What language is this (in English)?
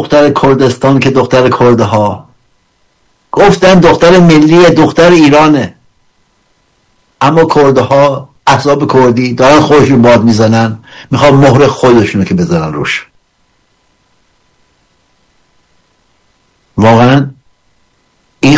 Persian